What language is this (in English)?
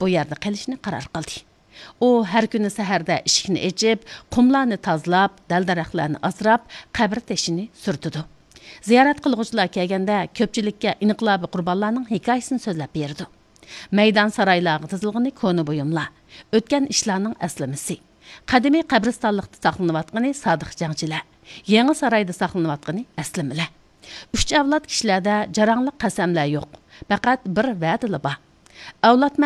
Uyghur